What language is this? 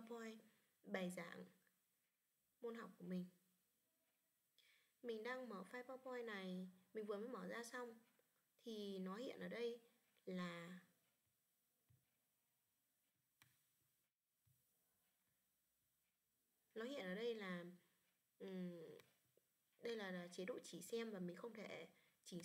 Vietnamese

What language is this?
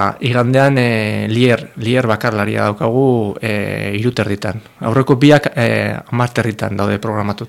Basque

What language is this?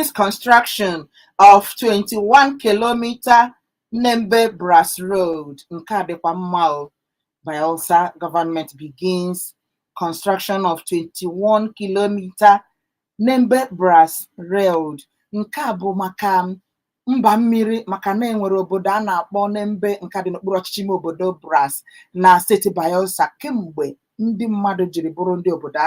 Igbo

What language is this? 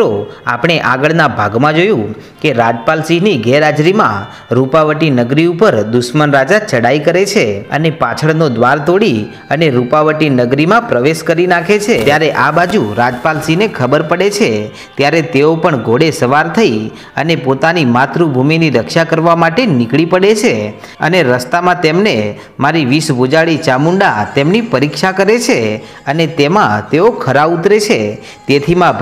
Gujarati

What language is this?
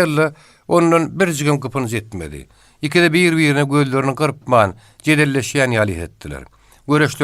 Turkmen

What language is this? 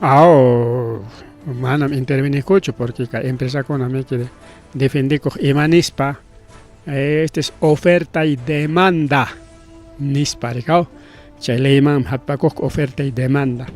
Ayacucho Quechua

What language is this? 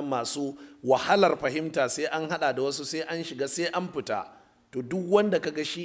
Hausa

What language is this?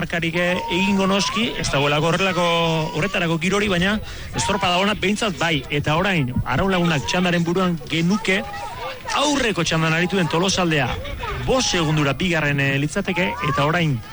Basque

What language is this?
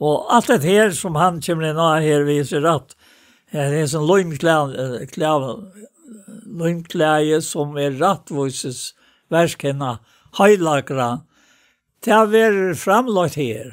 Faroese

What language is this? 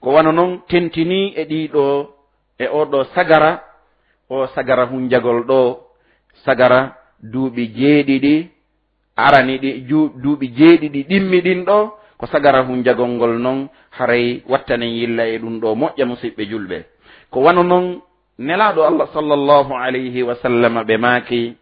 Fula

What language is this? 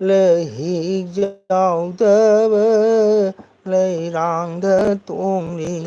Manipuri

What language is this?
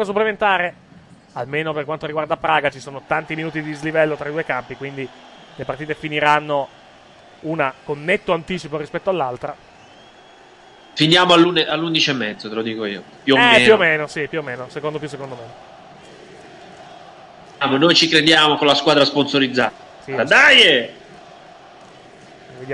Italian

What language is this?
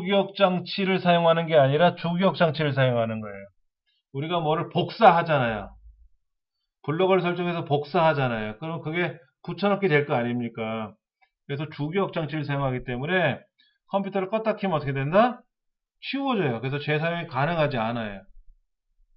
Korean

